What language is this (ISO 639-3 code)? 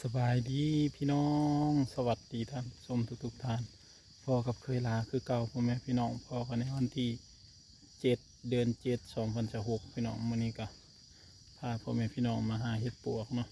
tts